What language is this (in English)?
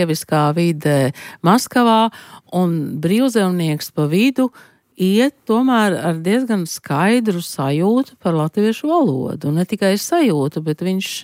Latvian